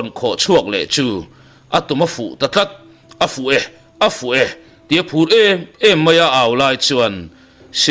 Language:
Mizo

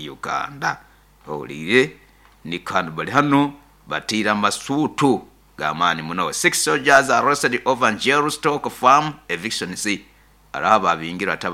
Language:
Nyoro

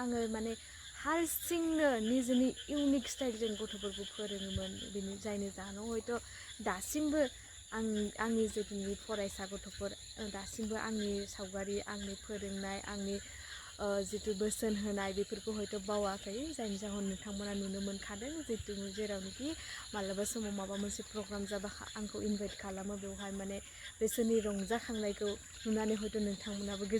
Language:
Bodo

